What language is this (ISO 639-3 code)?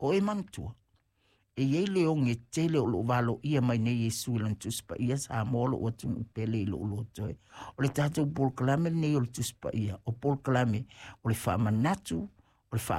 smo